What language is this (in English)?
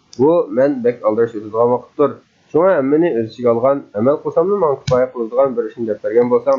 Uyghur